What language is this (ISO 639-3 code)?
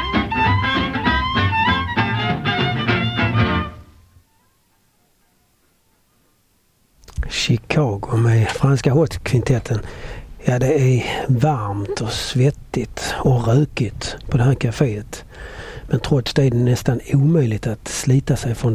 swe